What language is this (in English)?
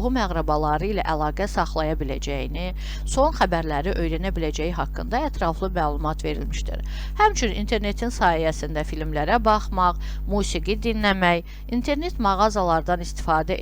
Azerbaijani